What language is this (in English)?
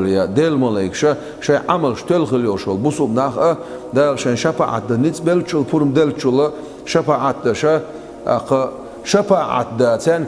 Chechen